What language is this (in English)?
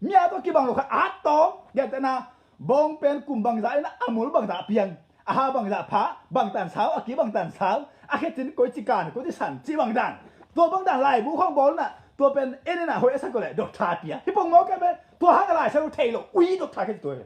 Tedim Chin